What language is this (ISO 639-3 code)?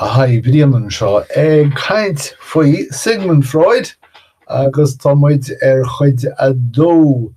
gle